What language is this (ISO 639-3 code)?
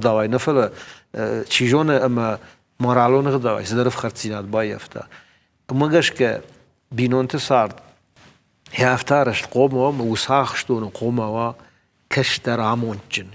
oss